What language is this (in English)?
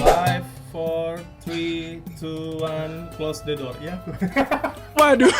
Manado Malay